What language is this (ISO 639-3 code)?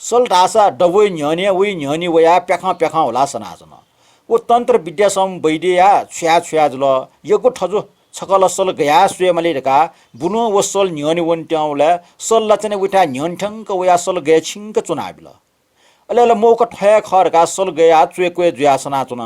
new